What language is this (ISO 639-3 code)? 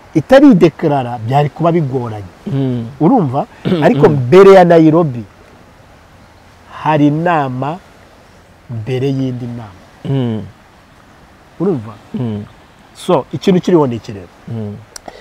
kin